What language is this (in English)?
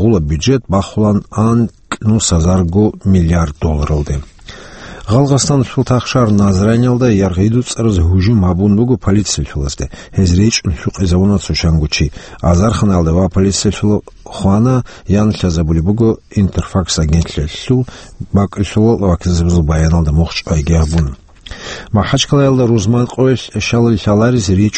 Avaric